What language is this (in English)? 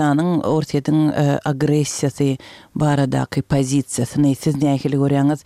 Turkmen